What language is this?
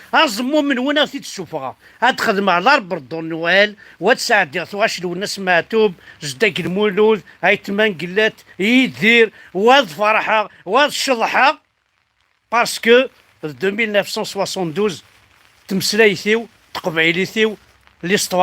Kabyle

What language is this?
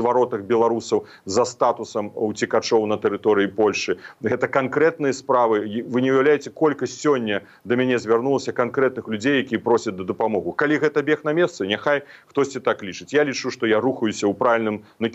Belarusian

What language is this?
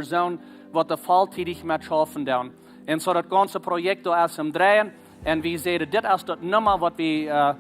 Plautdietsch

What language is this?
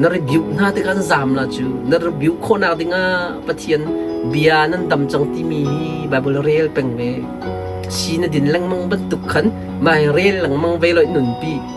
Hakha Chin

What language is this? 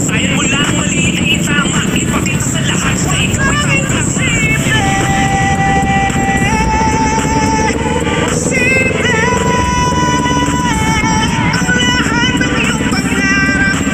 Filipino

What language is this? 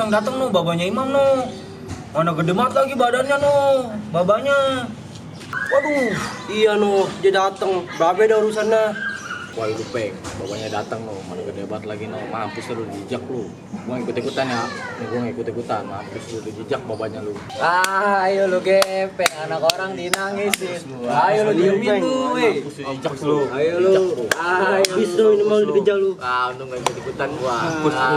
Betawi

